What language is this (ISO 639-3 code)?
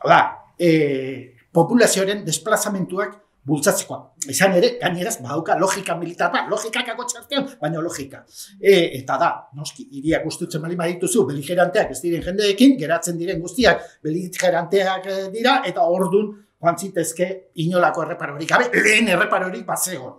eus